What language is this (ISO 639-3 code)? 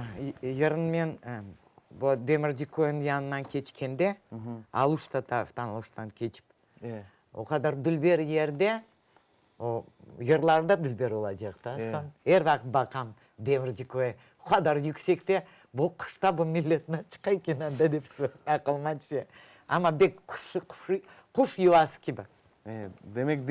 crh